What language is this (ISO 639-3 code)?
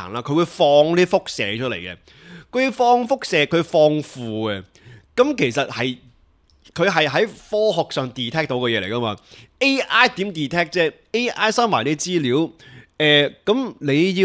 yue